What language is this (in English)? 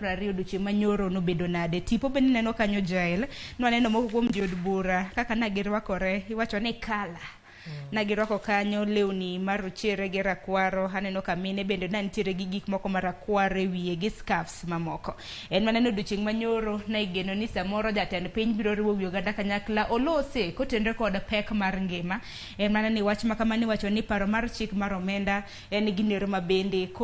Luo (Kenya and Tanzania)